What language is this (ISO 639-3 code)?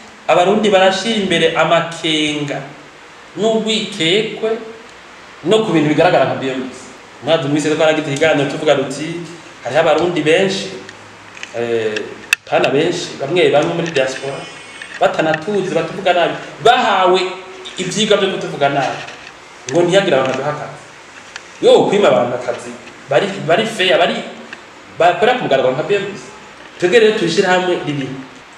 run